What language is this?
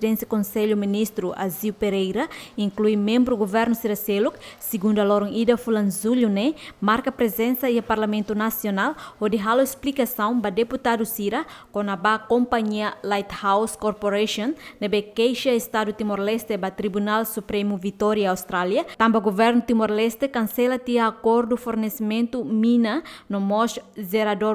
Tetum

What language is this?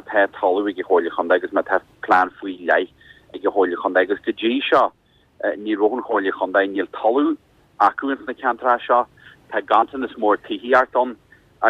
Irish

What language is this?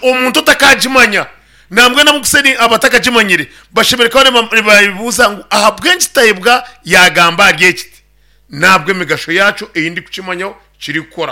Nyankole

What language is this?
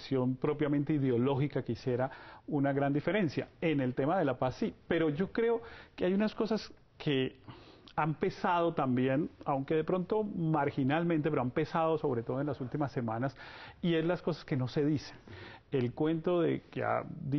Spanish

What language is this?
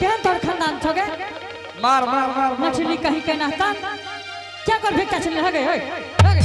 Angika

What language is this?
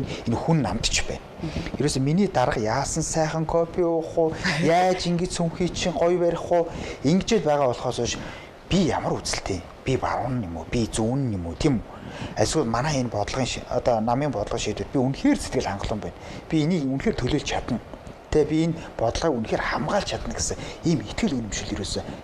Mongolian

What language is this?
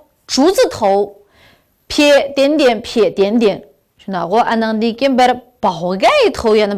Uyghur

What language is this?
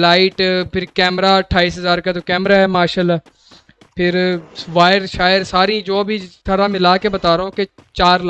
Hindi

